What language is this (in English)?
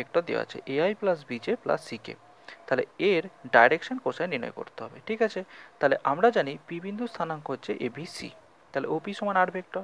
Bangla